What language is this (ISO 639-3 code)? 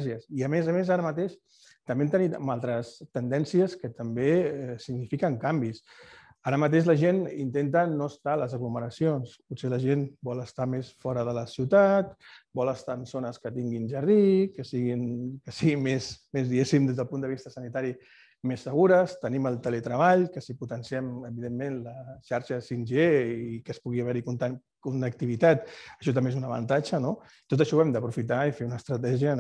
cat